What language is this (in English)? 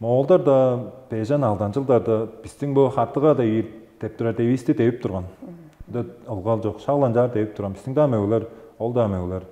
Tuvinian